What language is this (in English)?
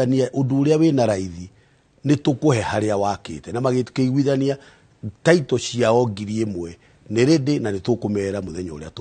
Kikuyu